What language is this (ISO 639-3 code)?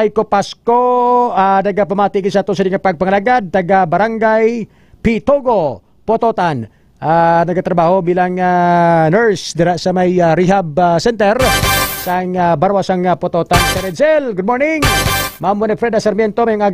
hil